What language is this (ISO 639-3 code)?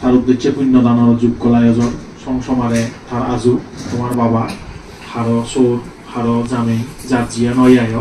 ccp